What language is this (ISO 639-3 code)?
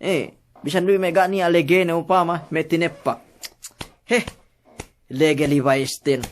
yka